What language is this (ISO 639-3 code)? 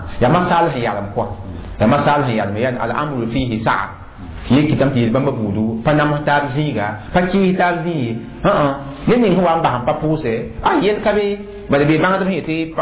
mos